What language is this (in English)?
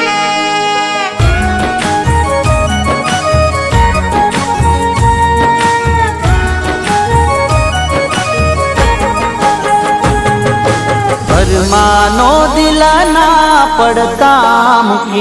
Gujarati